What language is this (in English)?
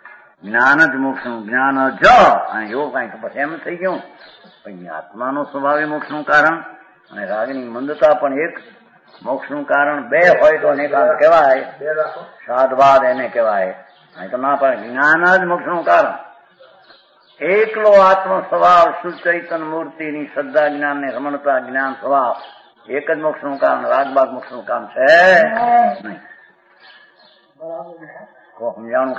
Gujarati